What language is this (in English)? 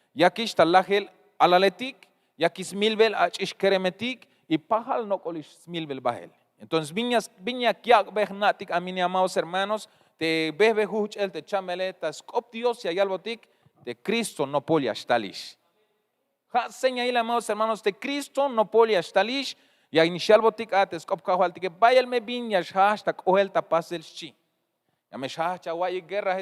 Tzeltal